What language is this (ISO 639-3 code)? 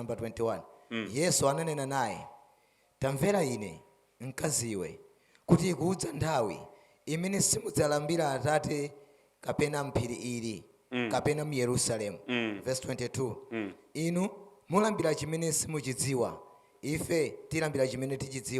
nya